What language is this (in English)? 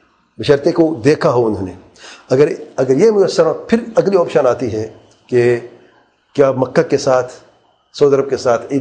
Urdu